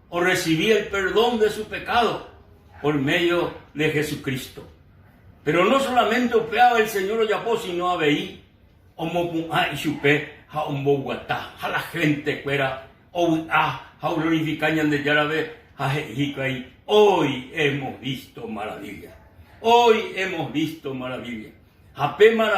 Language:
Guarani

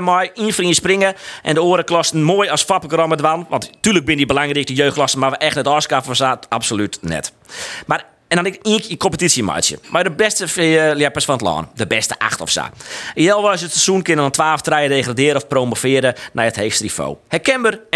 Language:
Western Frisian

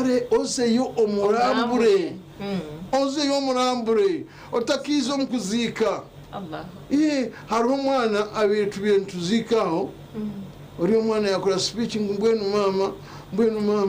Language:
Nyankole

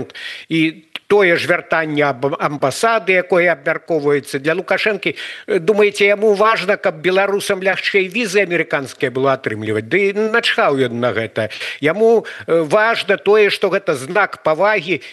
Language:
Belarusian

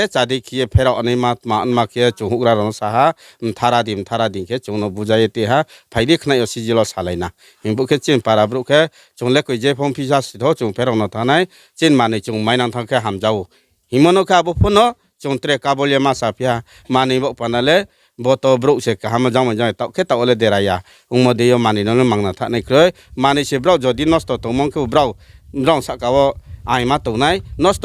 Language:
Riang (India)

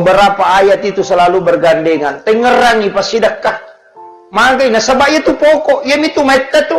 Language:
Buginese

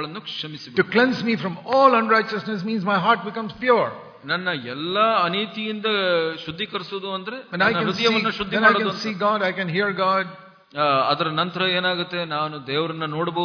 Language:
Kannada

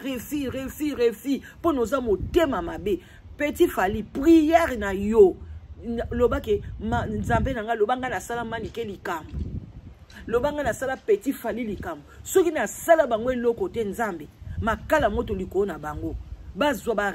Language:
Lingala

